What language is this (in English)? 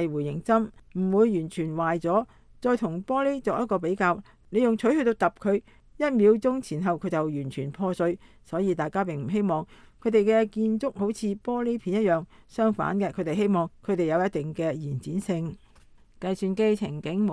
Cantonese